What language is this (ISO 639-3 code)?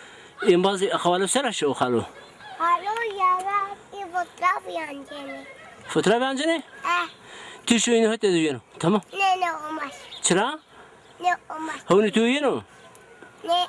zza